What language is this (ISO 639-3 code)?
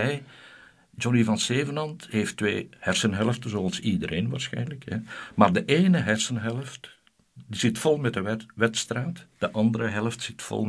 nld